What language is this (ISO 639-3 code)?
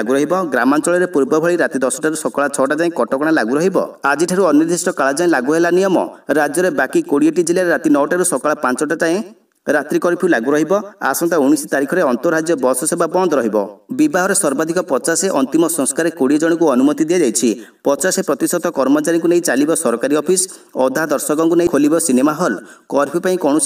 ori